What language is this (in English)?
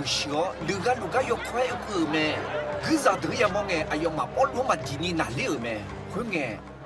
Akha